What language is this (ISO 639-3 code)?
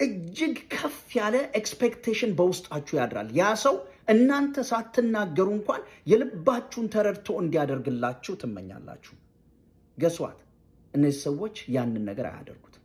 amh